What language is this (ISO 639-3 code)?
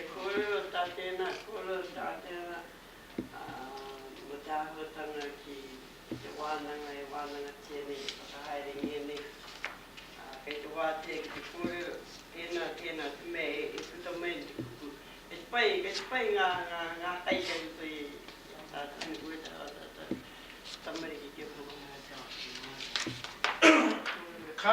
mri